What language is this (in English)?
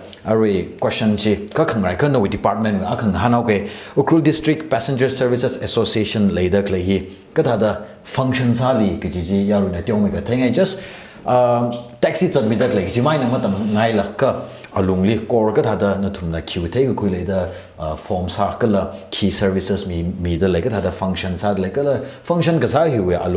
Tangkhul Naga (India)